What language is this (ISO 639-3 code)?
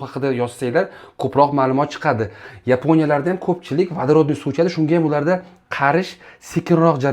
uzb